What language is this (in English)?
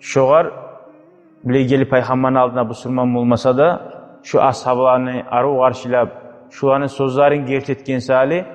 Kumyk